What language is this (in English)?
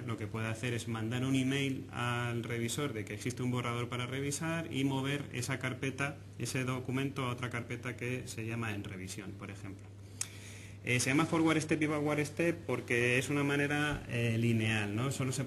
Spanish